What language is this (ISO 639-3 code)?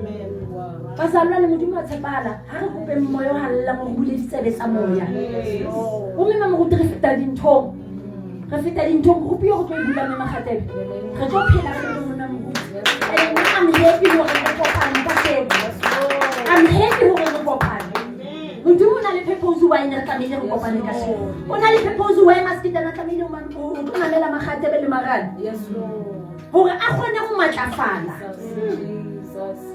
sot